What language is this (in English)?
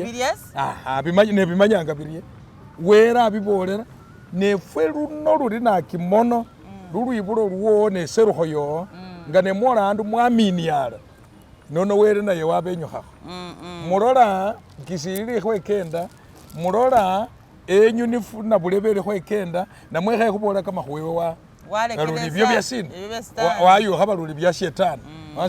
Masaaba